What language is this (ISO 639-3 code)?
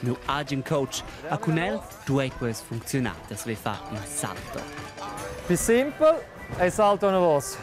roh